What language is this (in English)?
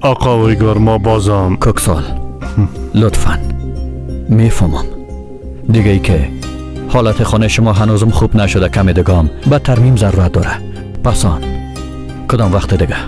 Tajik